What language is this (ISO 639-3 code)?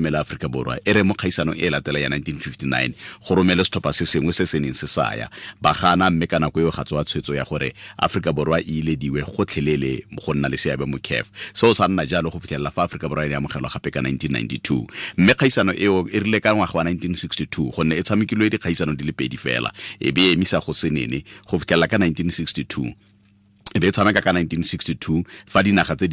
tsn